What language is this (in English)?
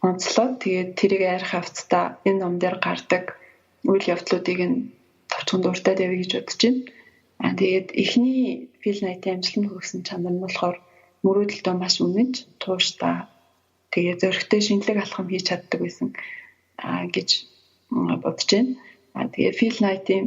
Mongolian